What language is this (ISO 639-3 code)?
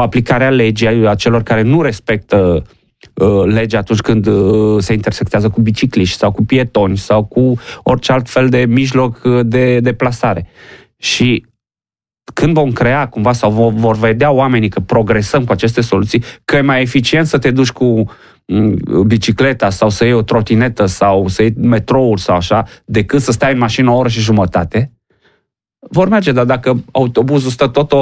ron